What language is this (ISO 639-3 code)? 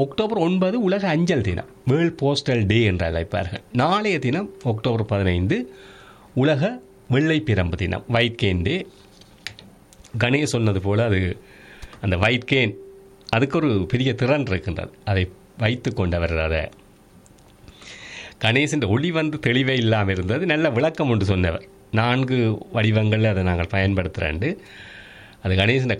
tam